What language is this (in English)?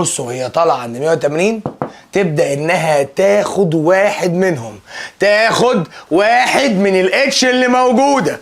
Egyptian Arabic